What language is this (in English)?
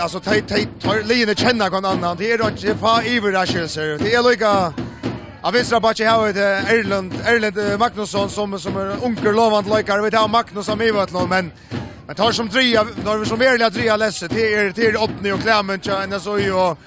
Faroese